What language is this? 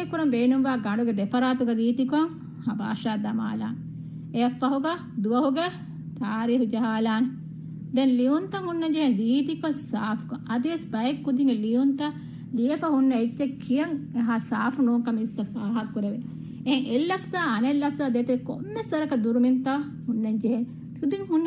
Divehi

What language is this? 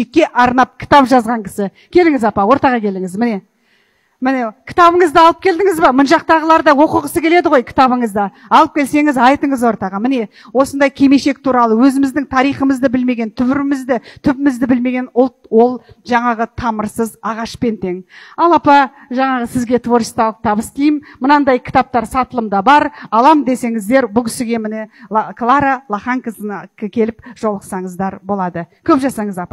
Kazakh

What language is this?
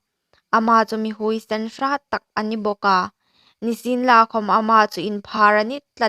Hmar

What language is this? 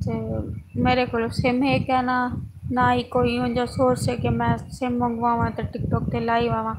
Saraiki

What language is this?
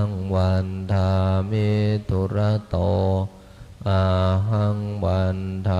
Pali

